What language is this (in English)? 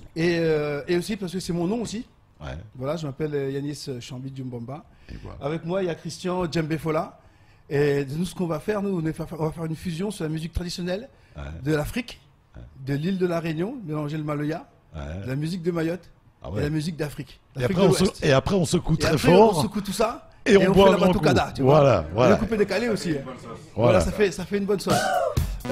French